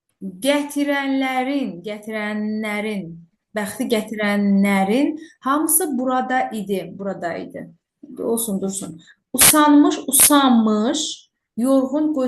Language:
Azerbaijani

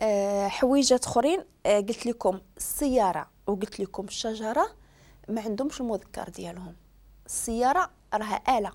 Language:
Moroccan Arabic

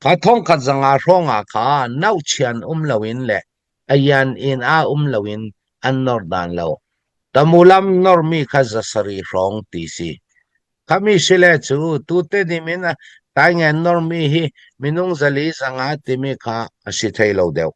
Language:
Falam Chin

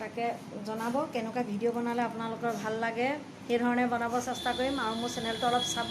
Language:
Assamese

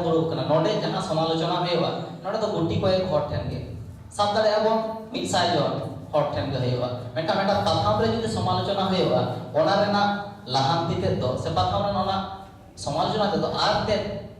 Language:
Santali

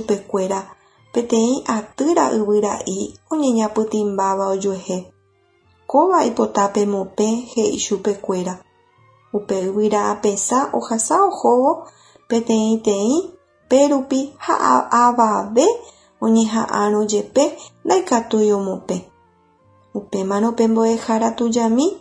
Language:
Guarani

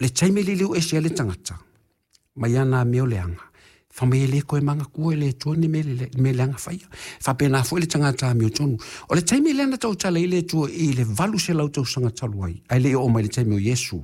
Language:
Samoan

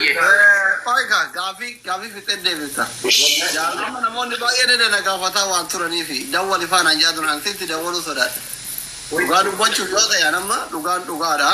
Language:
Oromo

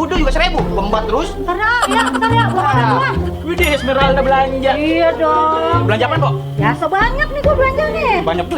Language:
Betawi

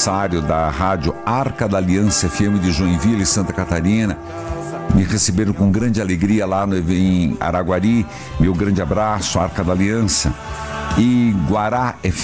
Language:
Portuguese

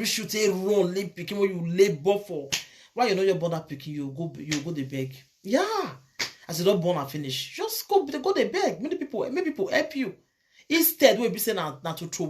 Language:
Nigerian Pidgin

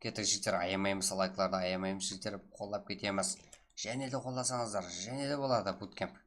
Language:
Kara-Kalpak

